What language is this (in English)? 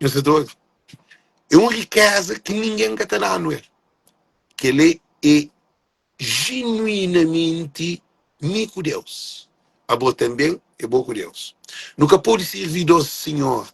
Kabuverdianu